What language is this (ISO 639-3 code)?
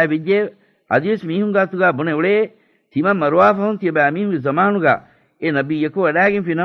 div